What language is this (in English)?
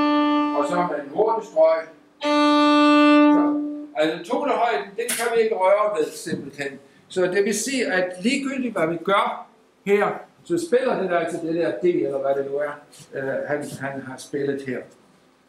Danish